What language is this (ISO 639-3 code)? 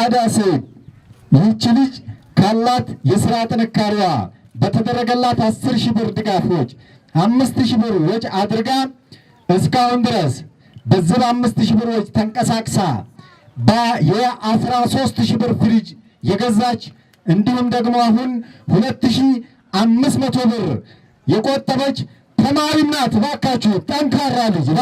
amh